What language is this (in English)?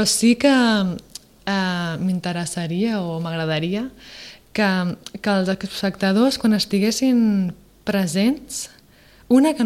Catalan